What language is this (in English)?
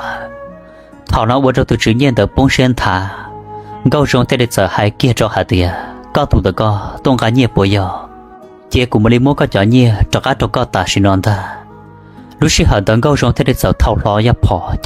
Hmong